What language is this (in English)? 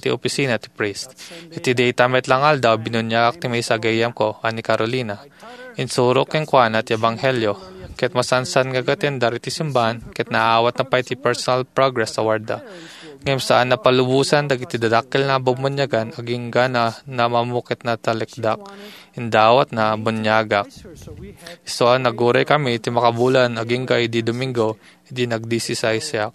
Iloko